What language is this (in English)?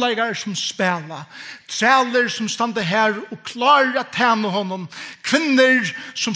Faroese